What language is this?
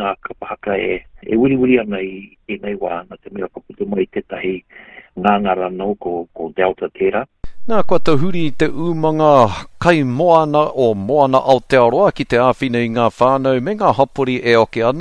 Māori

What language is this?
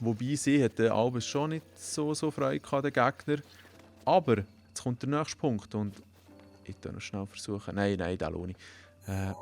Swiss German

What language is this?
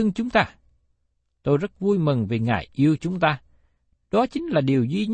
Vietnamese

